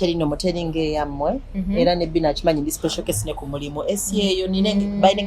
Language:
Ganda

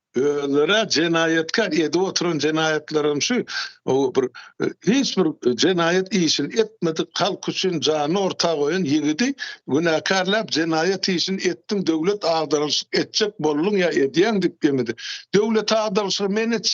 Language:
Turkmen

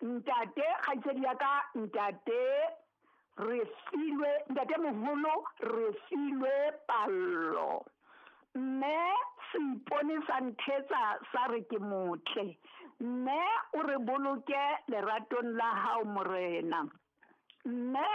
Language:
Southern Sotho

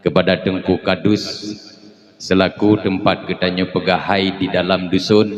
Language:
Achinese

